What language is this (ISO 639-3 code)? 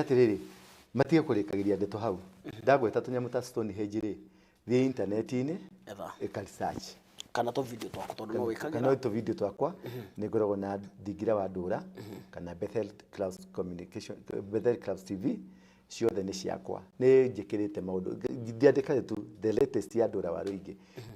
kik